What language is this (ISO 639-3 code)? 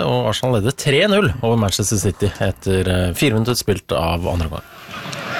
nor